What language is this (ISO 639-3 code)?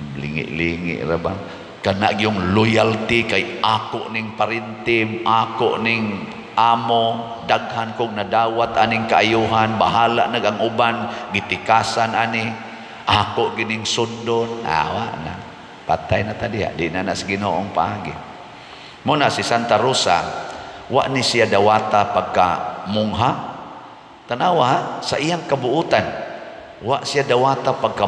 ceb